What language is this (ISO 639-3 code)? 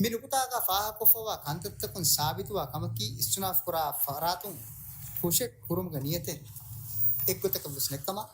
div